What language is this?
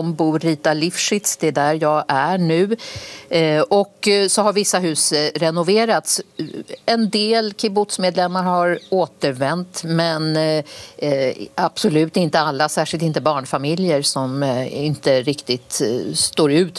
Swedish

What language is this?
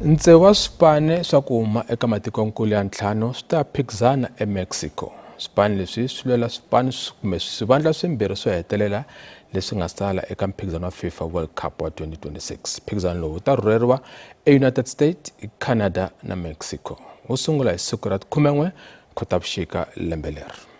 Tsonga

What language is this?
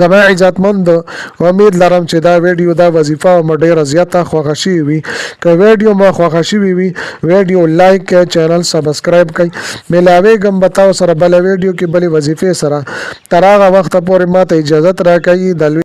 Pashto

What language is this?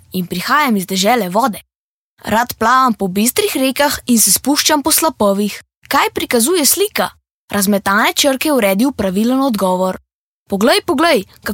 Slovenian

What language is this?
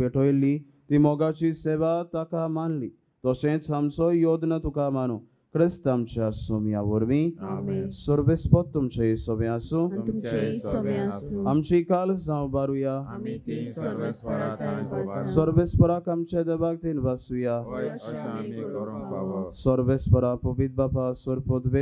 Konkani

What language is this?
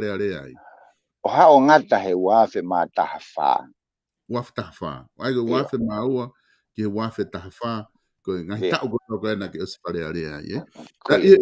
Tongan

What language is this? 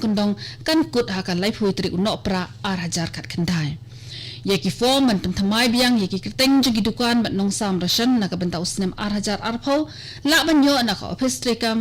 Khasi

